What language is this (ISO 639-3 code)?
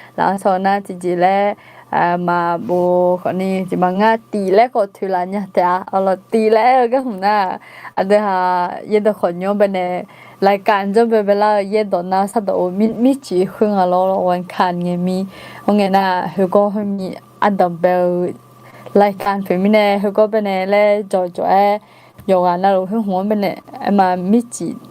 ahk